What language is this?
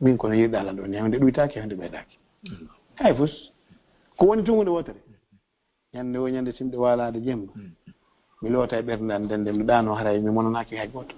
Fula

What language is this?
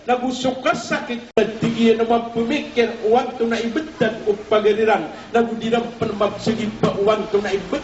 Maranao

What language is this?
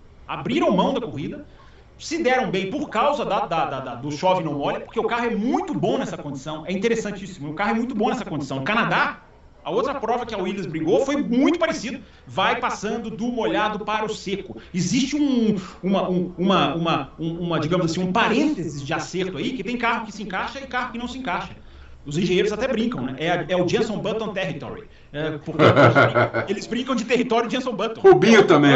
Portuguese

